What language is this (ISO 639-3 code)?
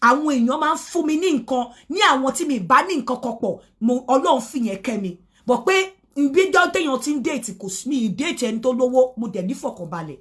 yor